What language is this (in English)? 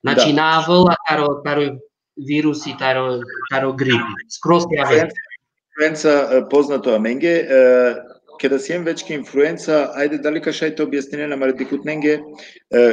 Balkan Romani